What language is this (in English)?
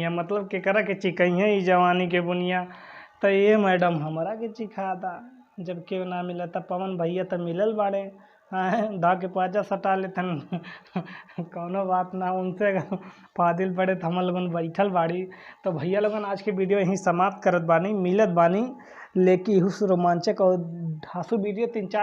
Bhojpuri